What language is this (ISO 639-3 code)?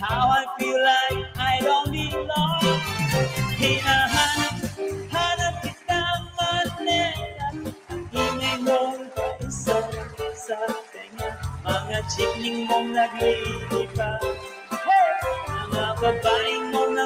fil